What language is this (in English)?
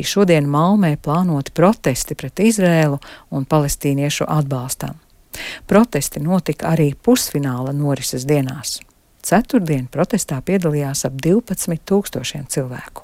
Latvian